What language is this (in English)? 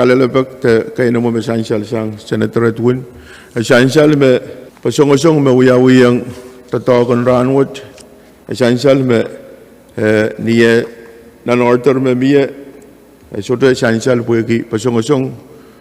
Pohnpeian